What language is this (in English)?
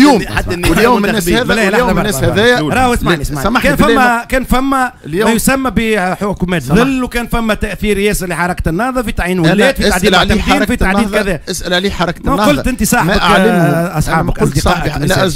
Tunisian Arabic